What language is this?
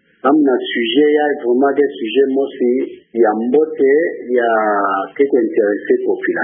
Kituba (Democratic Republic of Congo)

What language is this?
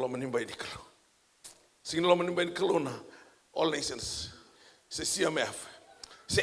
Fijian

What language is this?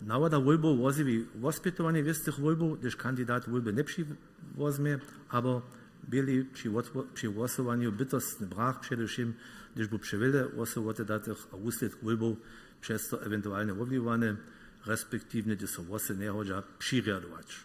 Upper Sorbian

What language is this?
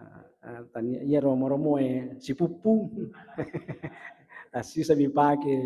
Buginese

